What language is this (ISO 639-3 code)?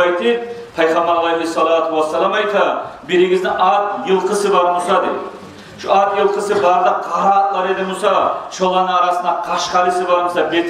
kum